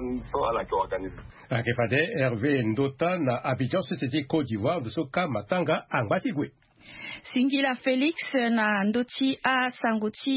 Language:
Sango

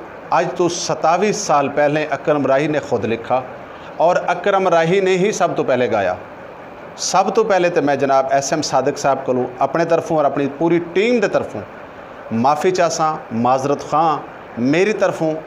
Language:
Saraiki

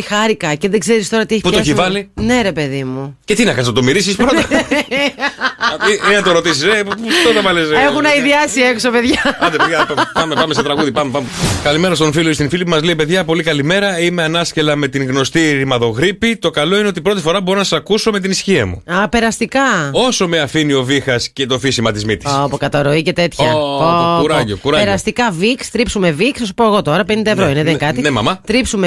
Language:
Greek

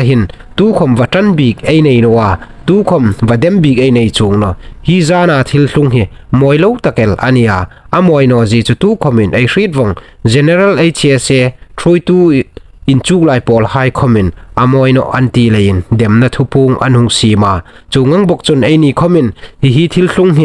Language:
Hmar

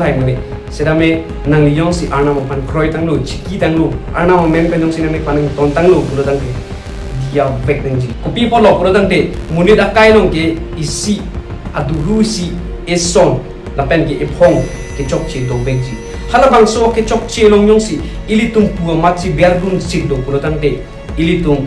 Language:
Karbi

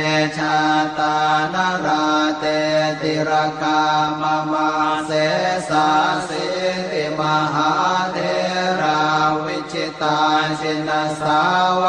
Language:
Pali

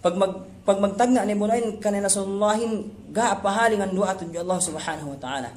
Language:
Yakan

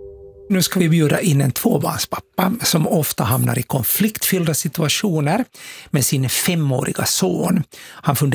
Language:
Swedish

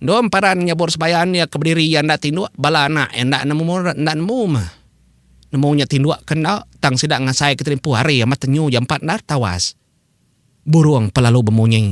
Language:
Iban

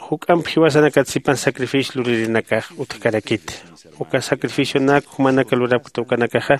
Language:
Aymara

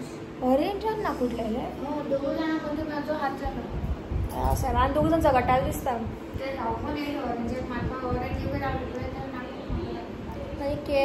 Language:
Konkani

